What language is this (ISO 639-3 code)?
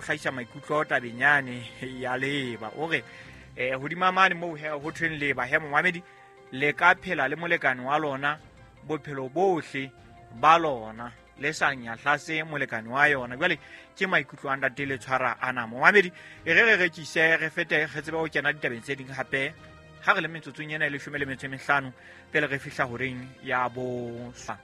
sot